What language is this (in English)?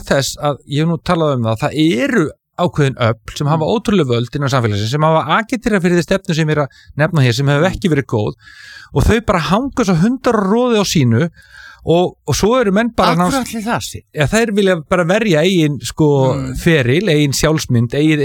Icelandic